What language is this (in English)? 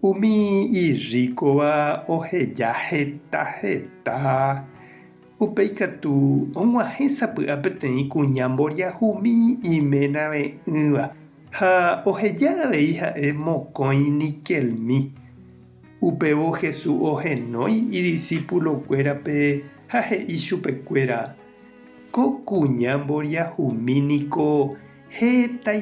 Guarani